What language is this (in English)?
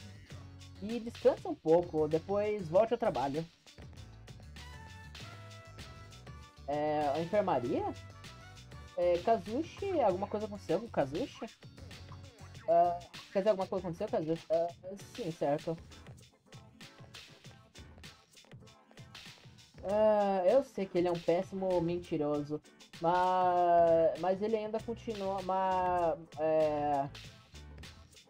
Portuguese